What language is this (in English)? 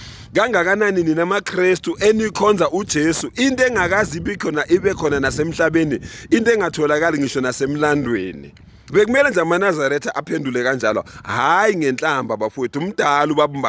Zulu